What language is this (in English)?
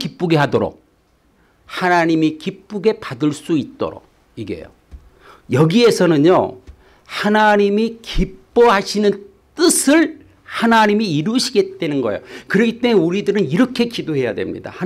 Korean